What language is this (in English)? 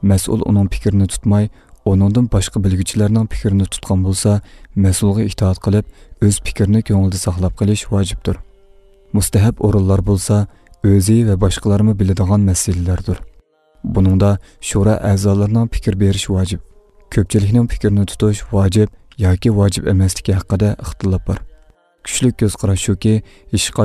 Uyghur